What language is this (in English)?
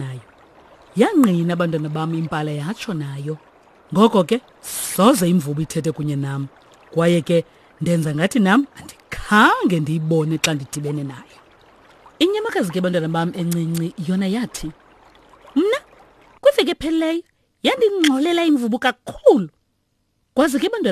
Xhosa